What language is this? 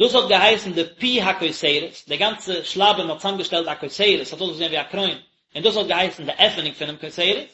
Yiddish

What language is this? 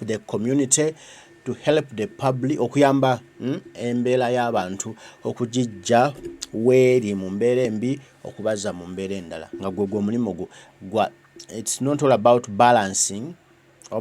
Ganda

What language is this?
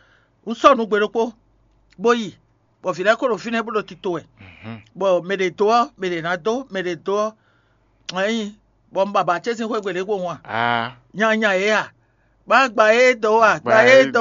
Fon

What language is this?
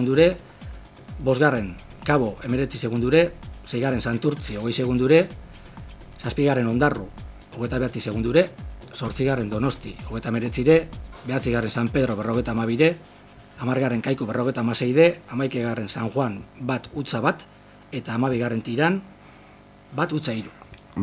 Basque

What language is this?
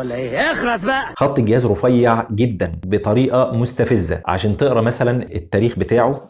Egyptian Arabic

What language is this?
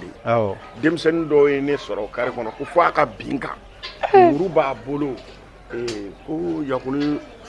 Bambara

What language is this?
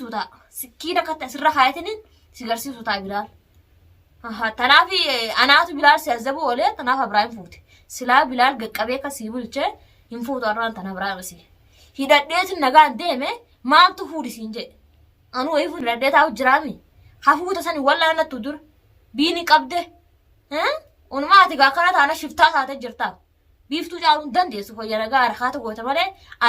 Oromo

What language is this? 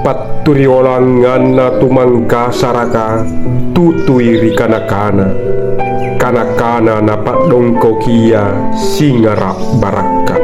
Makasar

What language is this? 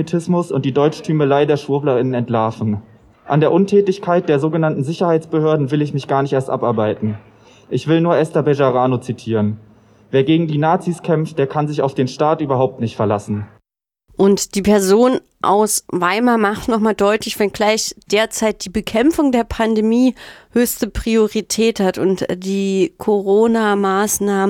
German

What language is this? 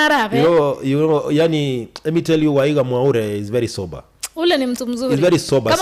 Gusii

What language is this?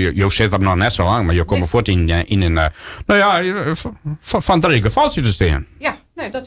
Western Frisian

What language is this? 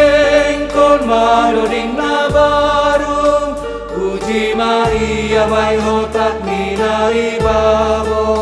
Batak Simalungun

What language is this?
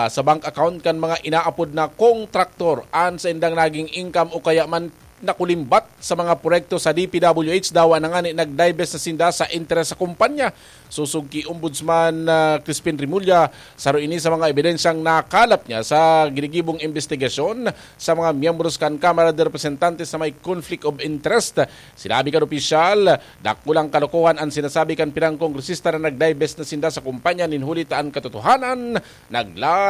Bikol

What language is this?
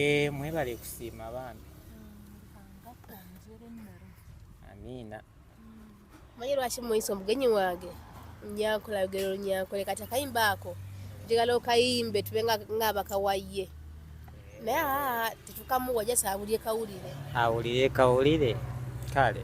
Ganda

